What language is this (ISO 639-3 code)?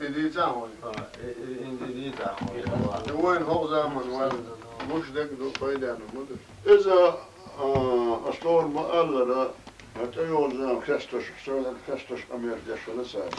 che